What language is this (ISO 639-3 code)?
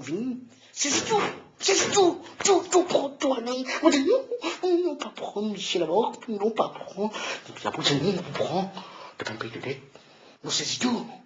mfe